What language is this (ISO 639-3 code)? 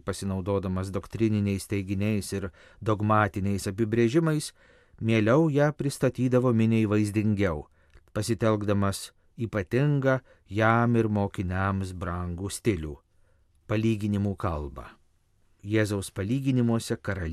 lit